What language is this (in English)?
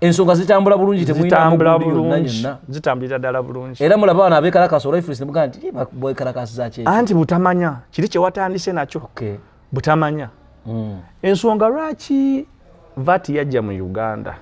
Ganda